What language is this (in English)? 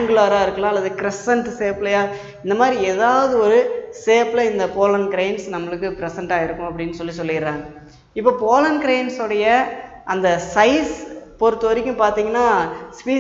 Tamil